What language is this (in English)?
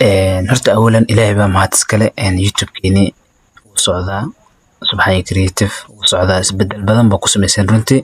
Somali